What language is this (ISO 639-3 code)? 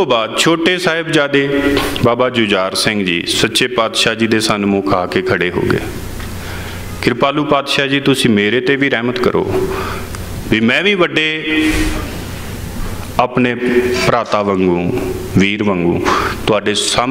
pan